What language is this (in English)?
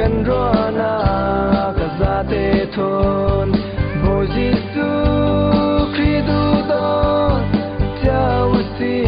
Falam Chin